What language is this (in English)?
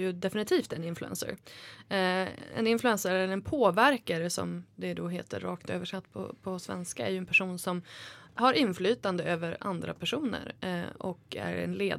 Swedish